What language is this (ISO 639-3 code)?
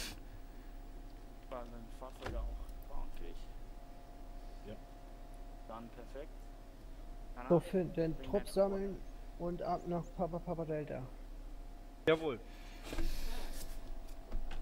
deu